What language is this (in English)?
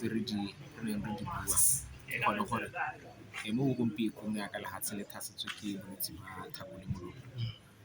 Tswana